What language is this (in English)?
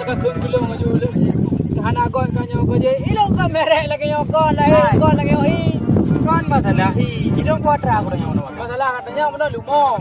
Achinese